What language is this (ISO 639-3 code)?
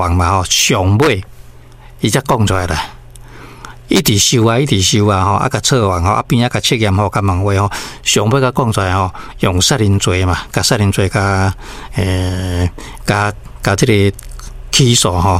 nan